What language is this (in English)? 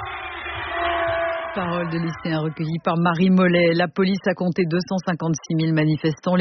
French